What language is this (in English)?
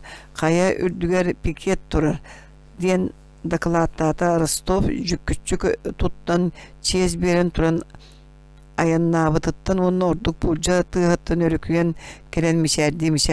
Yakut